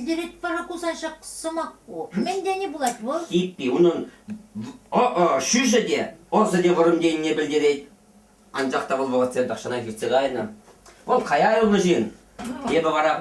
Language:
Chuvash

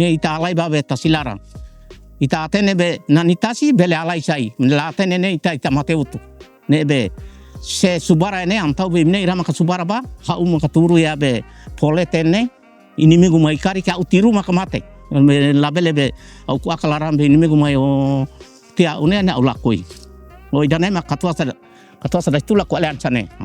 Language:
Tetum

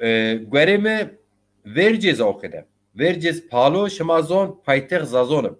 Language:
Zaza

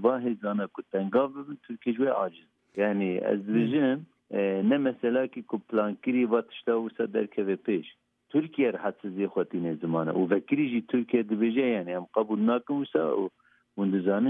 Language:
Kurdish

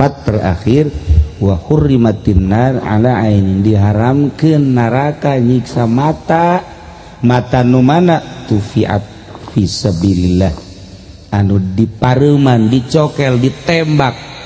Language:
Sundanese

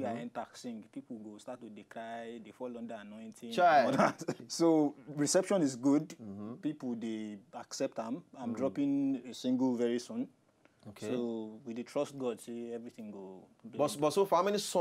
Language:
Nigerian Pidgin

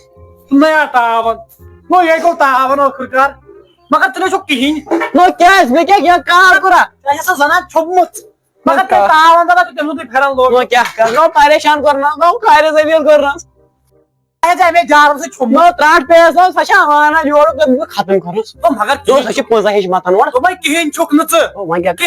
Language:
Kashmiri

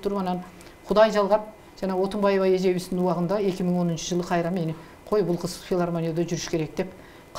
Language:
Kyrgyz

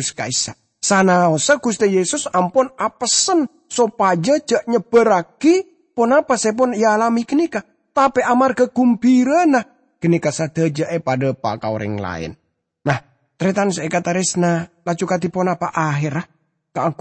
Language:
Madurese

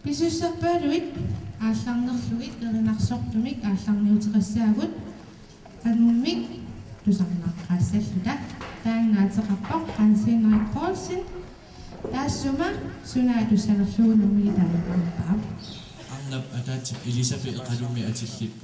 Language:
Kalaallisut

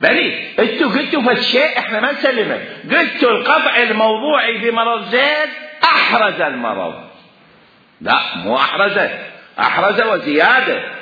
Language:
Mesopotamian Arabic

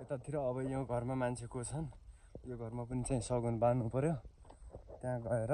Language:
Nepali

